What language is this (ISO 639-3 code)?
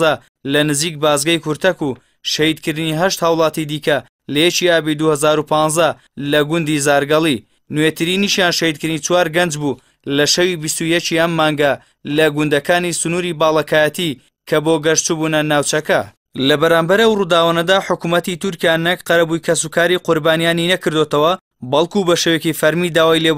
ckb